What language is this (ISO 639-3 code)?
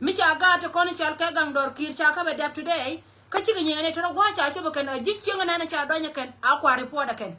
nus